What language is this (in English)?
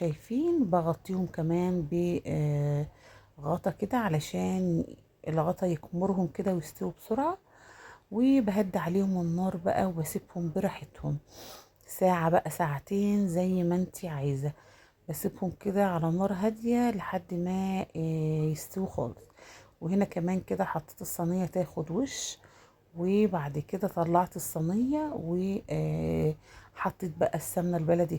Egyptian Arabic